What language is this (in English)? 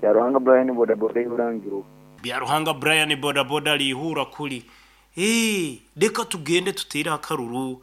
Nyoro